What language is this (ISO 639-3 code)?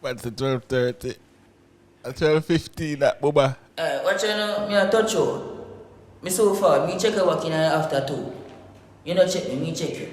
jam